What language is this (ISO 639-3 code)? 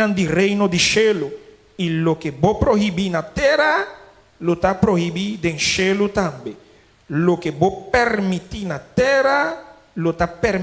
pap